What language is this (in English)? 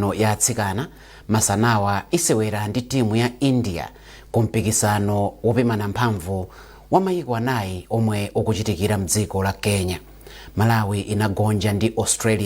Nyanja